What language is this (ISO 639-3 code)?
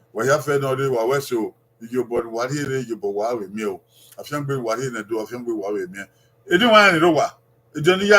bin